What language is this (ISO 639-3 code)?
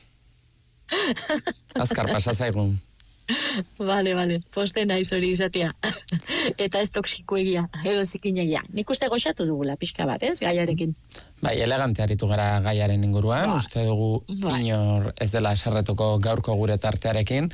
eus